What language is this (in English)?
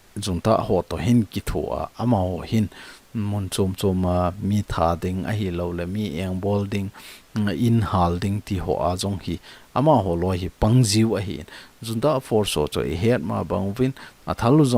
Thado Chin